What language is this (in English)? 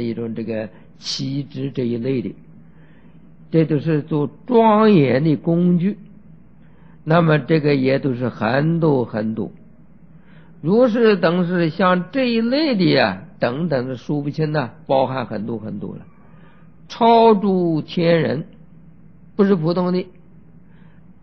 Chinese